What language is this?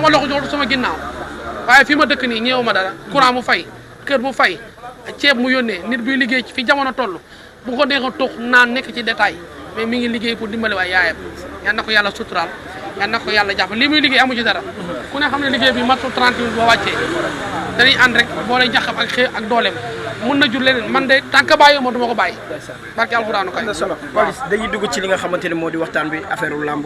Wolof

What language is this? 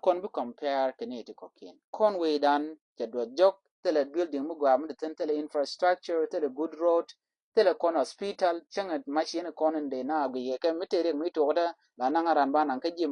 Nuer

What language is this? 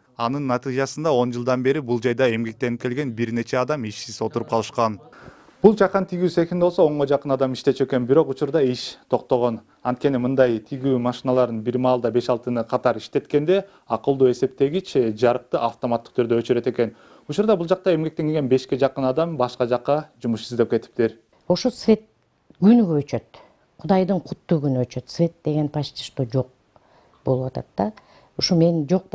Kyrgyz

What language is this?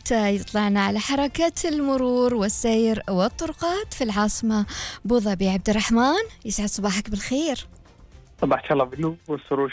Gulf Arabic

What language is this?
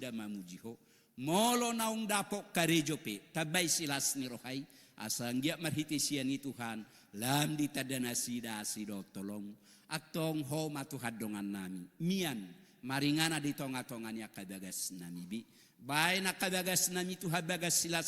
Batak Toba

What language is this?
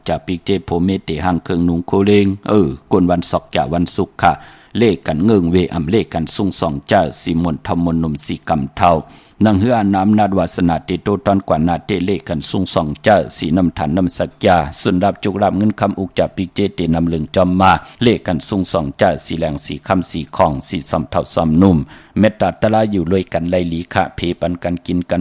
Shan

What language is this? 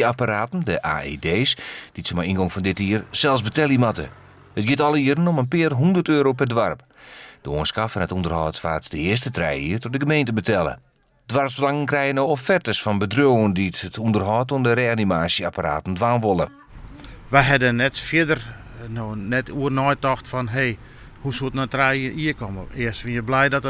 Western Frisian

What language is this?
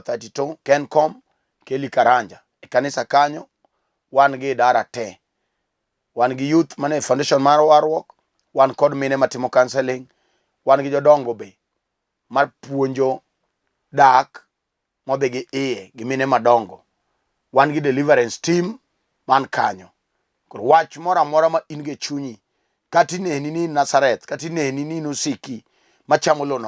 Luo (Kenya and Tanzania)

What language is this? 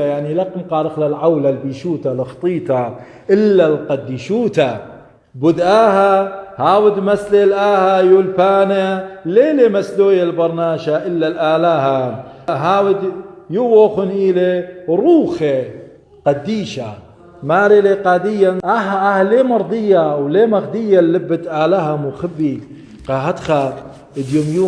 Assyrian Neo-Aramaic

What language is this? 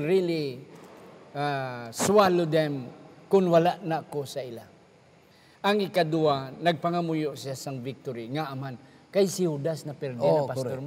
Hiligaynon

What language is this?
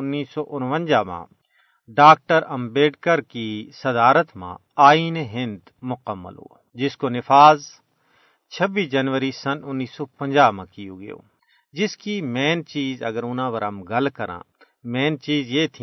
Gujari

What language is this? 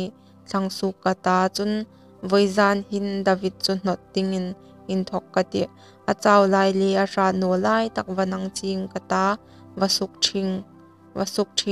Hmar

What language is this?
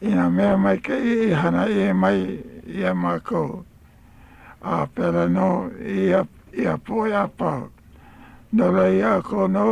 Hawaiian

